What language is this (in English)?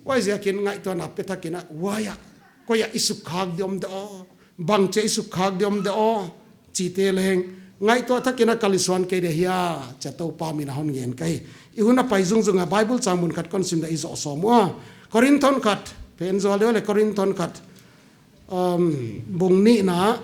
Paite Chin